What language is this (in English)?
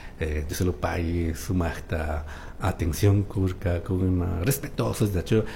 Chimborazo Highland Quichua